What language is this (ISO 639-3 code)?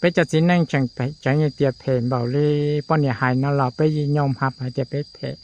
hmn